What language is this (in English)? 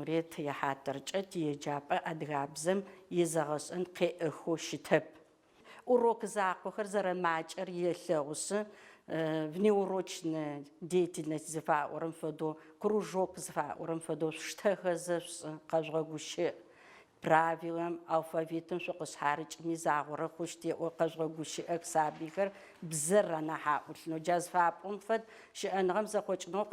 Adyghe